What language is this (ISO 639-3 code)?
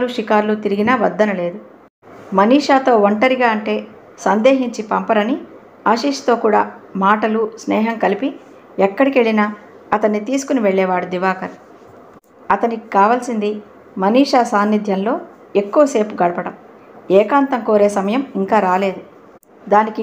tel